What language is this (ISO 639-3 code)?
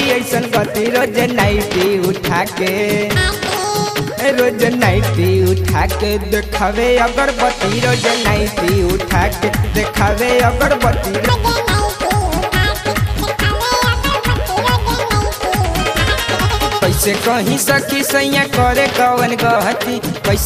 bho